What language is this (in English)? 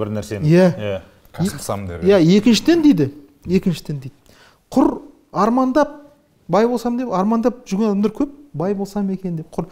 Kazakh